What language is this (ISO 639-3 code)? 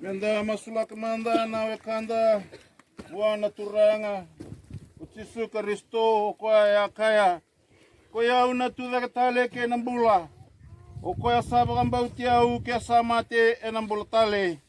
fij